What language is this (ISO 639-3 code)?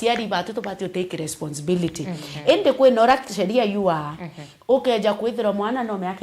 mer